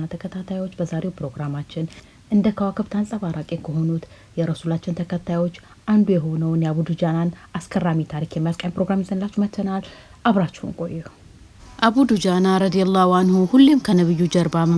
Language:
Amharic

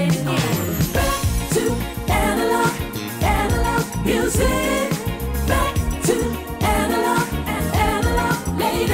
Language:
Korean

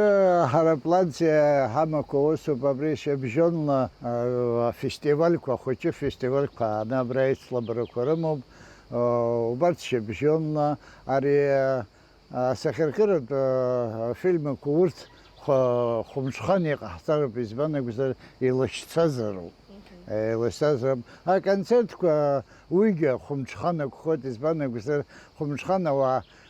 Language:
Abkhazian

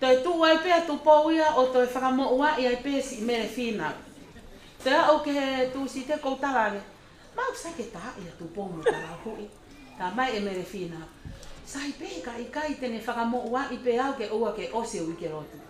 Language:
Tongan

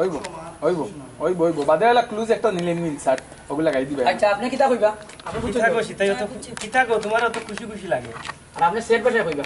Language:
Sylheti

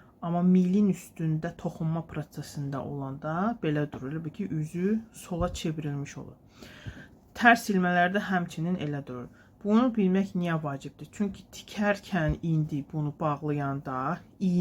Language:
Azerbaijani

